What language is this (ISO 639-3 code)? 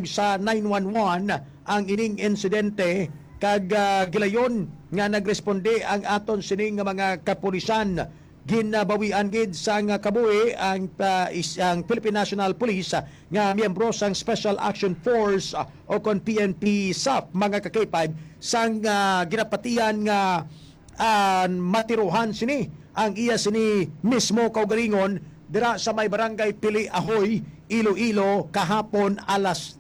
hil